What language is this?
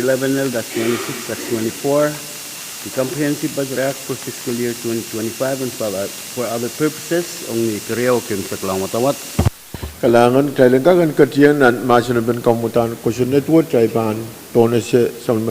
Pohnpeian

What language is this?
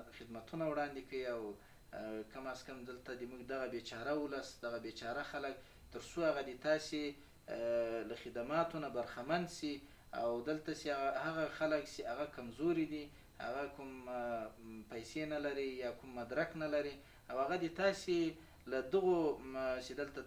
Pashto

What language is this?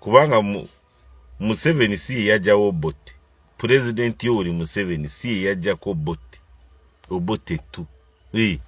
Ganda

